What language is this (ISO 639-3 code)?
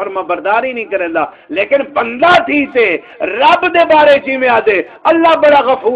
skr